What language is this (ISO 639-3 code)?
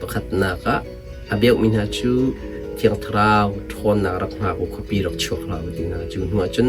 cnh